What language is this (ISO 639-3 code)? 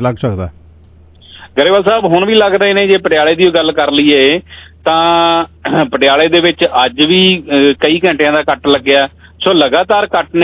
pan